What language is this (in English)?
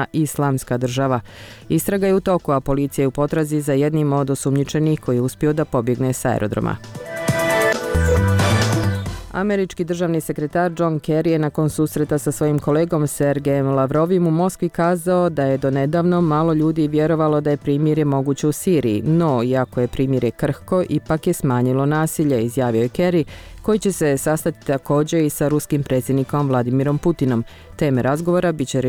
Bosnian